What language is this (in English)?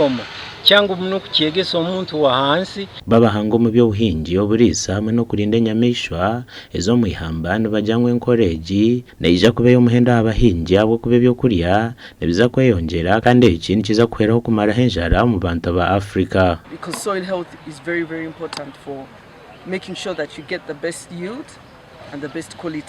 Nyankole